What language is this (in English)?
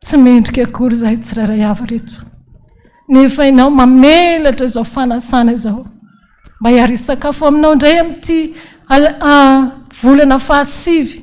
Malagasy